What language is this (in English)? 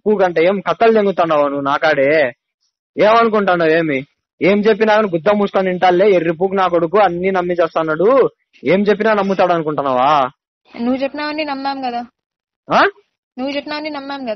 Telugu